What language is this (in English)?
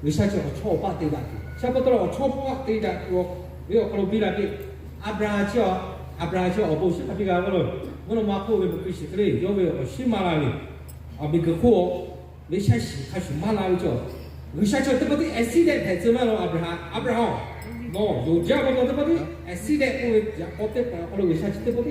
Lahu